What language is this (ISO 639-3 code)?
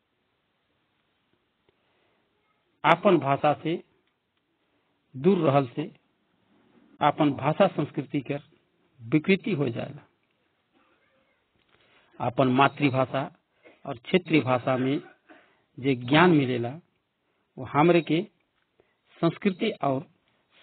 sck